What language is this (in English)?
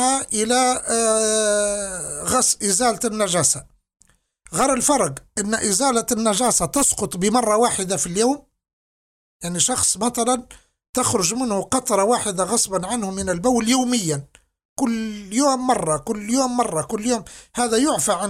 Arabic